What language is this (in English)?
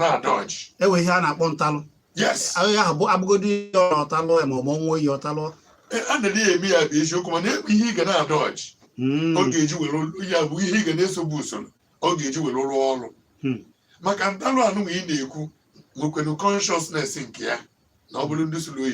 Igbo